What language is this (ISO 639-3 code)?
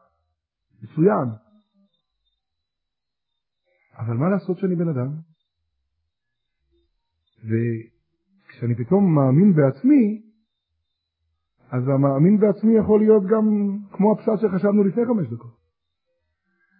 heb